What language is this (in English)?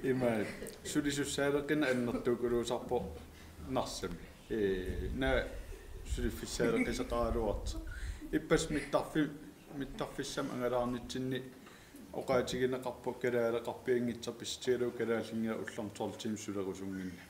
Kalaallisut